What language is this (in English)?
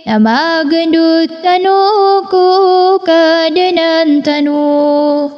Maranao